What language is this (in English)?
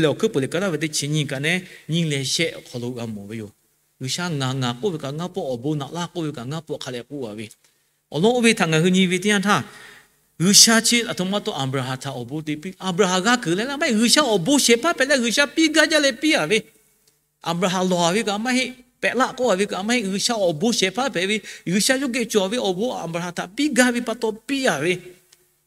Lahu